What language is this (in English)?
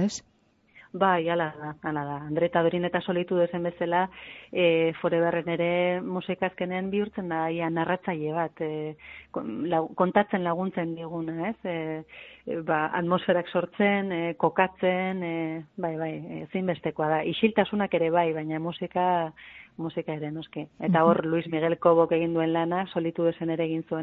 Basque